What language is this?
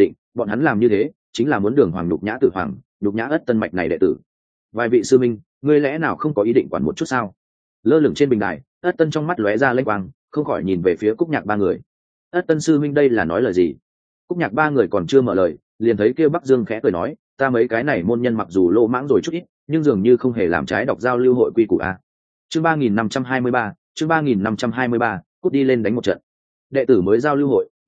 Vietnamese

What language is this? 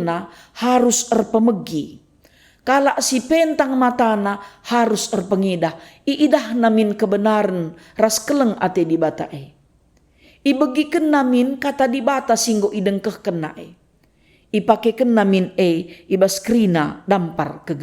Batak Karo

